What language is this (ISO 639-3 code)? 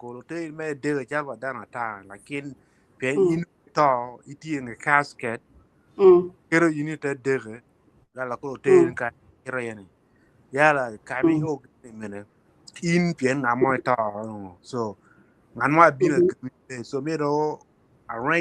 ach